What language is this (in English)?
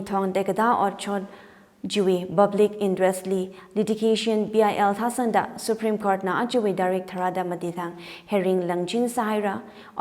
Tangkhul Naga (India)